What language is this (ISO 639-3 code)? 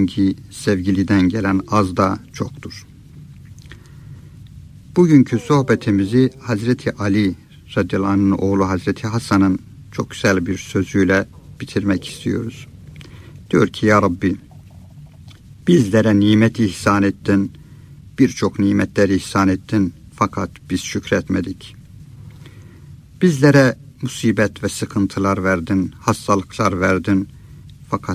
tur